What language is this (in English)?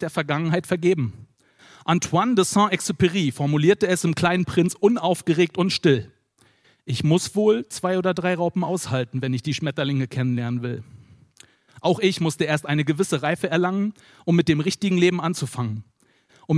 German